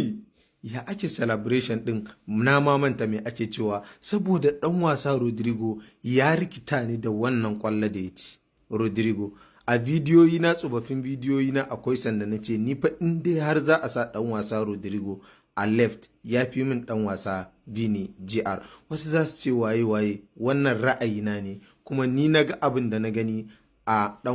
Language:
Hausa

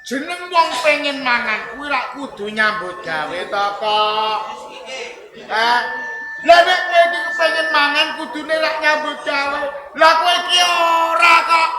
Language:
Javanese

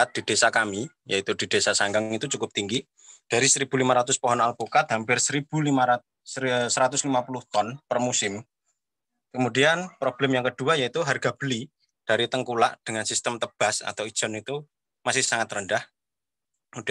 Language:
Indonesian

